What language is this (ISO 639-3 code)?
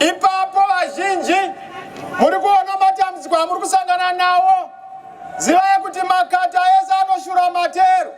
sna